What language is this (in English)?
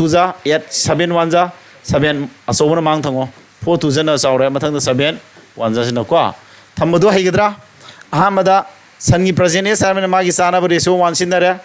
Manipuri